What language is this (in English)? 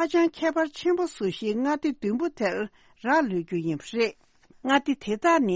Tibetan